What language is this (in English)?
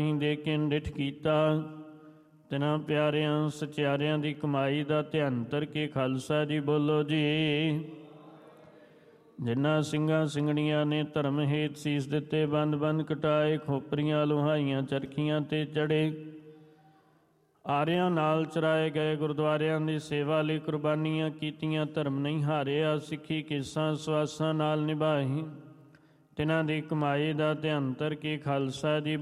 Punjabi